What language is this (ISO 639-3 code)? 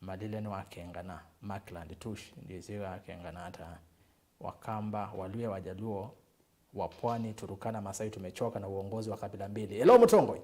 kam